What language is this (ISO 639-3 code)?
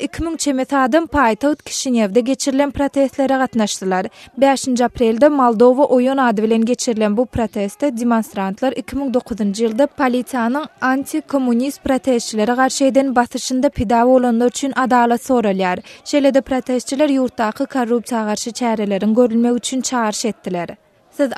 tuk